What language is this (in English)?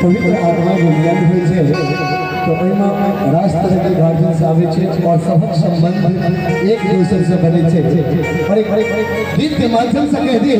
Maithili